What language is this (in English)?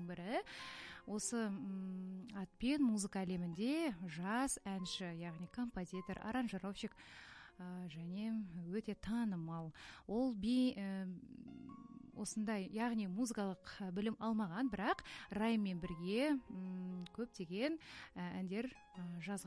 Kazakh